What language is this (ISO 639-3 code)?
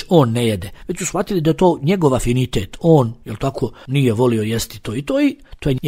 bos